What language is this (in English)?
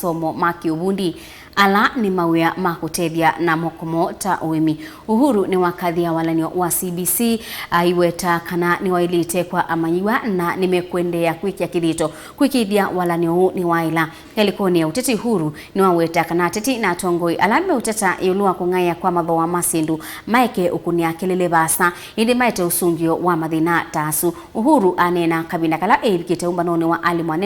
Kamba